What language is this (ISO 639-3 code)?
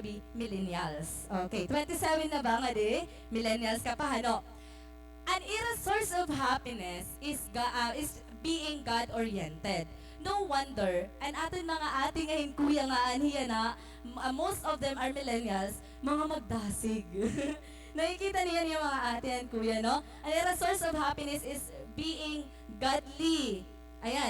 war